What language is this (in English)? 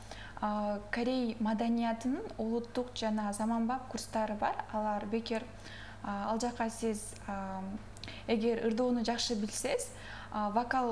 Kyrgyz